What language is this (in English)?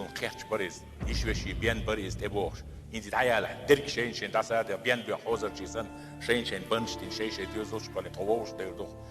Chechen